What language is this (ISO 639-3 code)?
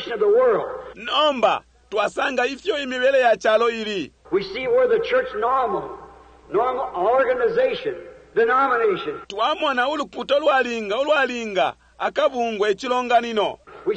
bem